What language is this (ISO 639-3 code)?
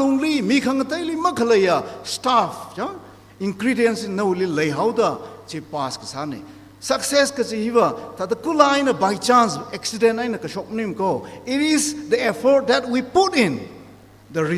nmf